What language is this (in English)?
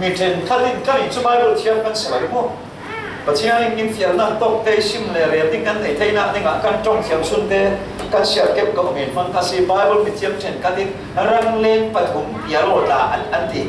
Falam Chin